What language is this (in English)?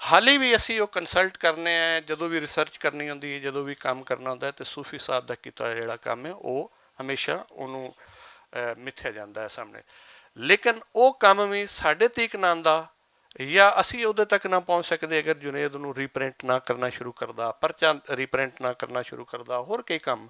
Western Panjabi